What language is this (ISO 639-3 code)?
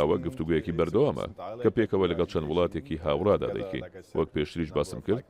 ckb